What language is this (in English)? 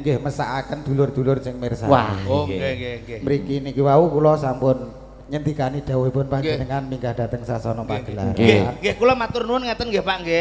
Javanese